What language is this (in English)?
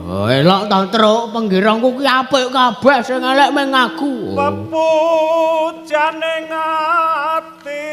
Javanese